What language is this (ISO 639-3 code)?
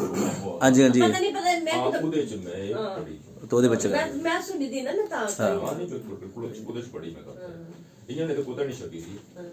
doi